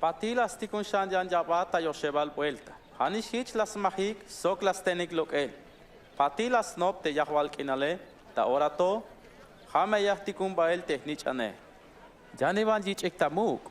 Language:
Tzeltal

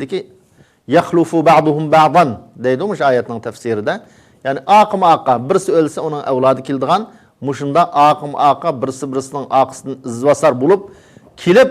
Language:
Uyghur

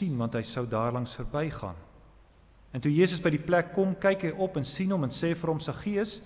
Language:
Afrikaans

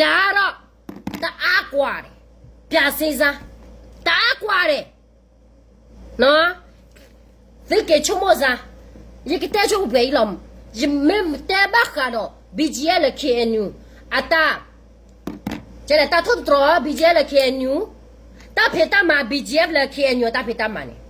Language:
S'gaw Karen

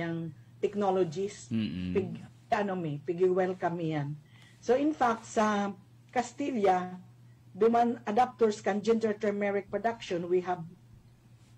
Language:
Bikol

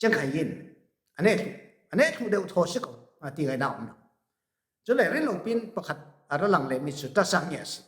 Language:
Falam Chin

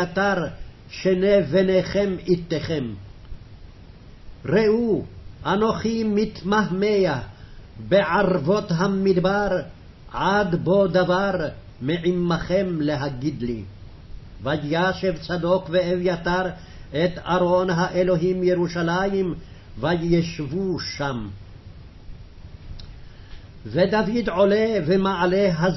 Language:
Hebrew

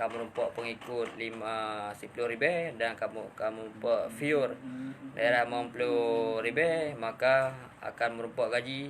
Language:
Achinese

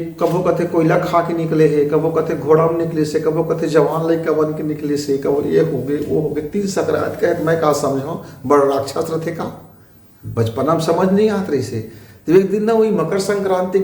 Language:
Chhattisgarhi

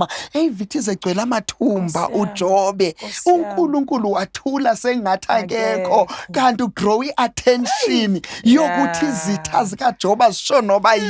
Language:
Zulu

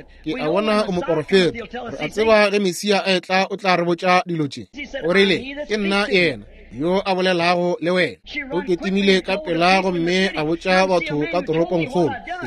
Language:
Northern Sotho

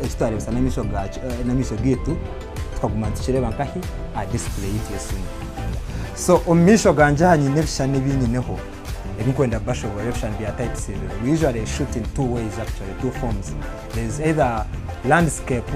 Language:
Nyankole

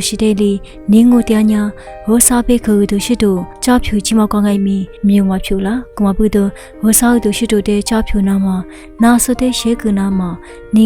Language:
Lisu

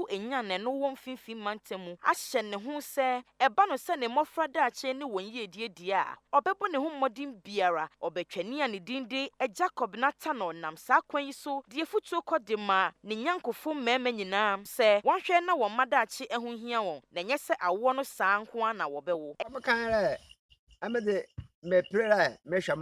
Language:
Akan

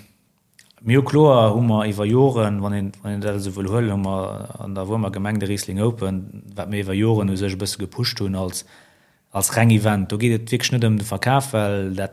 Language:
Luxembourgish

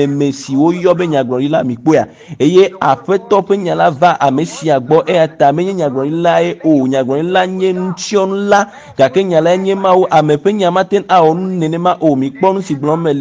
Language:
Ewe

